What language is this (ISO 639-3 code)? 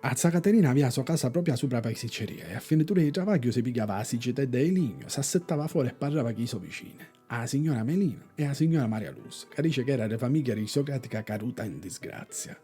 scn